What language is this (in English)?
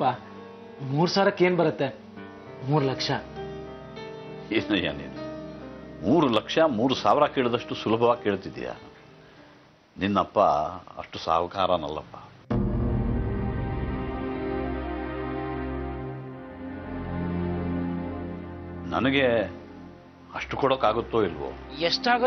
Kannada